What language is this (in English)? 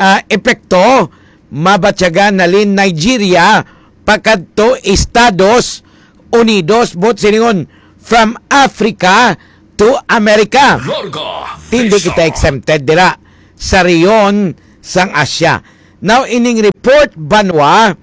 Hiligaynon